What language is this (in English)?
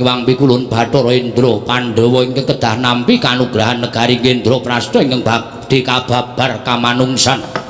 Javanese